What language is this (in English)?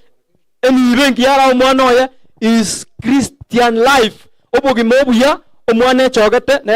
Gusii